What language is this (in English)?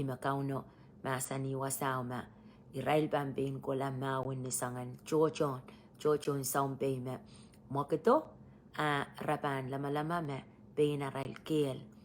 Pohnpeian